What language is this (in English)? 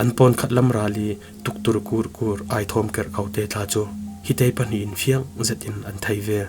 Falam Chin